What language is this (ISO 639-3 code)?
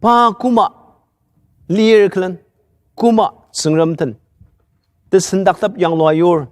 njo